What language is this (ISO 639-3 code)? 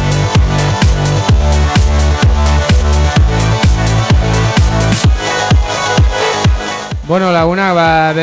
eus